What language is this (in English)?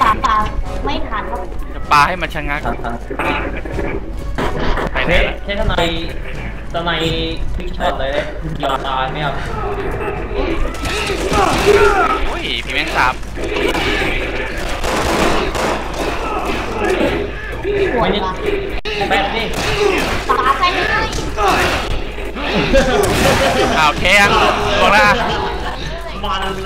Thai